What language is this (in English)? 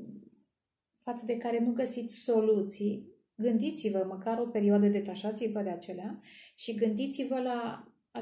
Romanian